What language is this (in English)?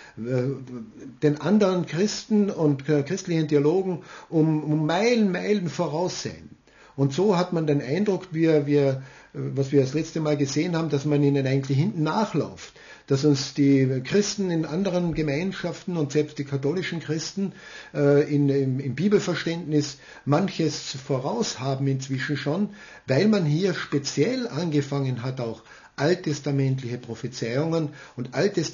German